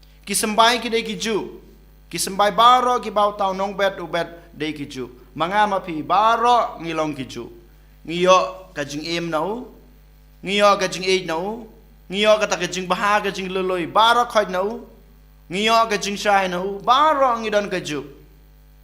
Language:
Khasi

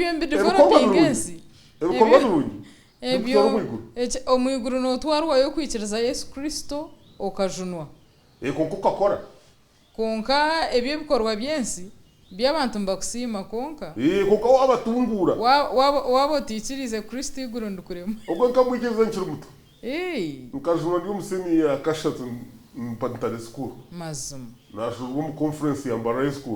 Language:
Nyankole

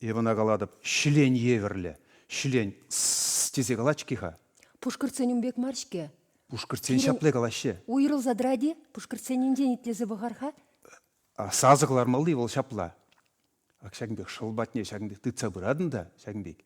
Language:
Chuvash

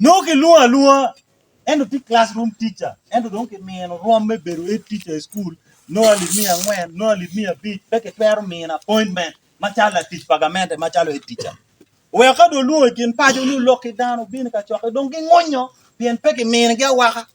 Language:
Acoli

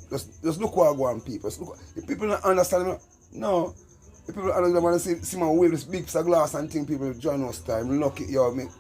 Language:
Jamaican Creole English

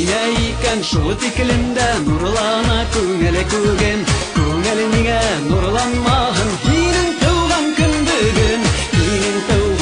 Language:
Bashkir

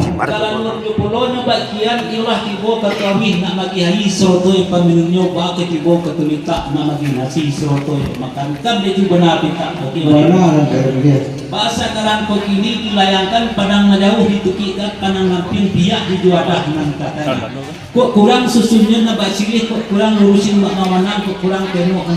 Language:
Minangkabau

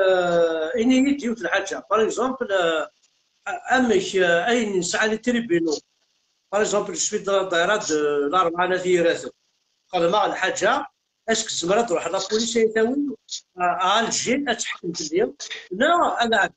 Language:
Kabyle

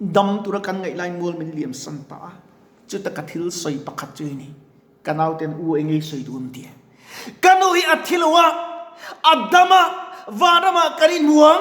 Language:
Mizo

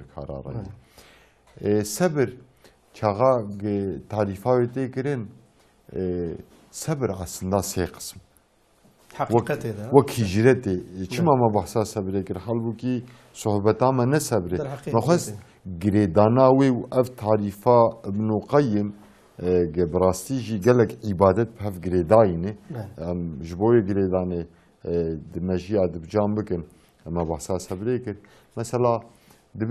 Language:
Kurdish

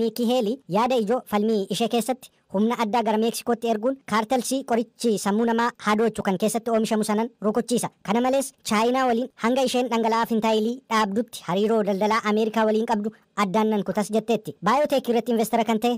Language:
Oromo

